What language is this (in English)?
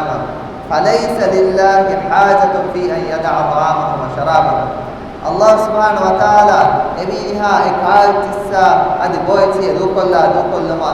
Divehi